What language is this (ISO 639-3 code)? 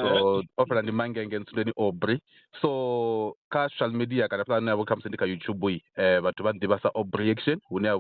ven